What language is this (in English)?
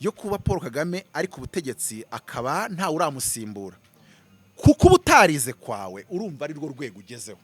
Kinyarwanda